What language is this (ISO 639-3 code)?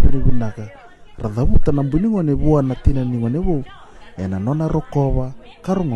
fij